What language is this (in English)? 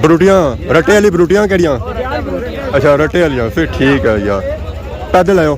Pahari-Potwari